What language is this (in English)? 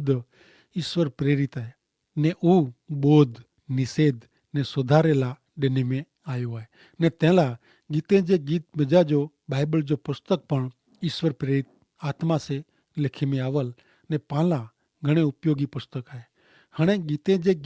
Kachhi